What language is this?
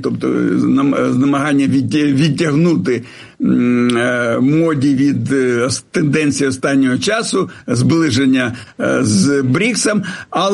Ukrainian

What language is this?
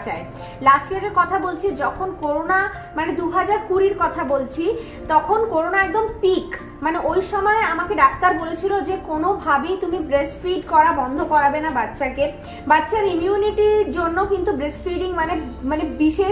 Bangla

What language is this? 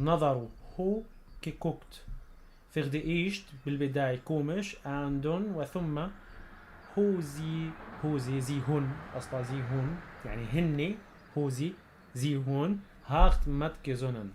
North Levantine Arabic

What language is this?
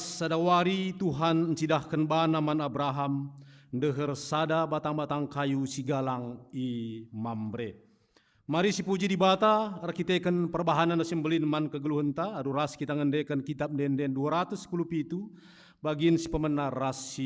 Batak Karo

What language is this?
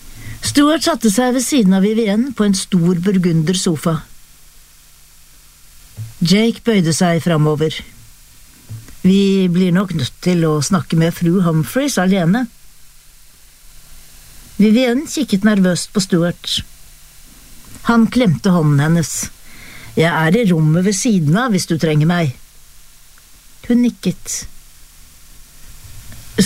Norwegian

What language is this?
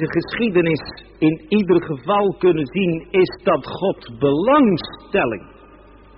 Dutch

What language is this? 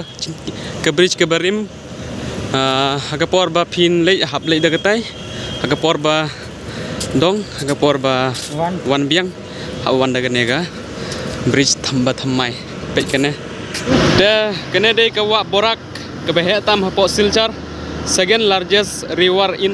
Khasi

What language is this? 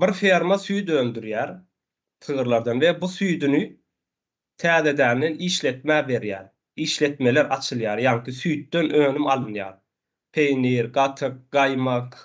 Turkmen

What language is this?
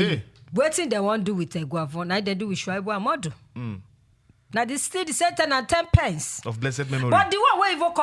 Nigerian Pidgin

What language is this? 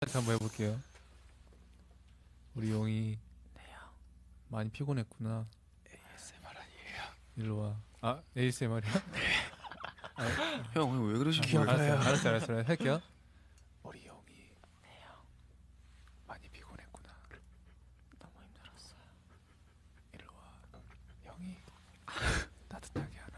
Korean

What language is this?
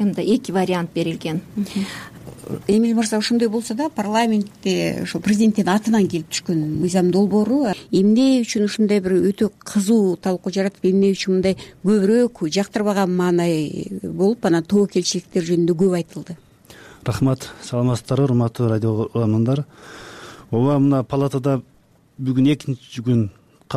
Kyrgyz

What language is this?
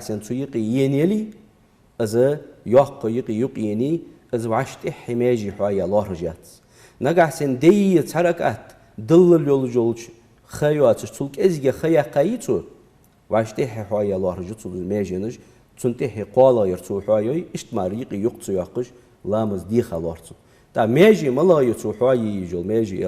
Ingush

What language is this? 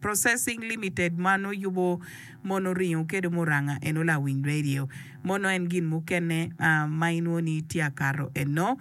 Acoli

